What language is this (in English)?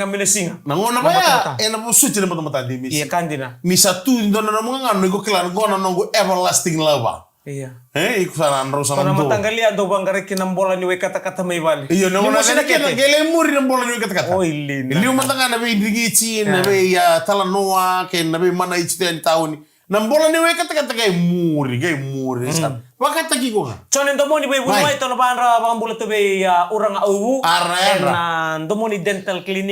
Fijian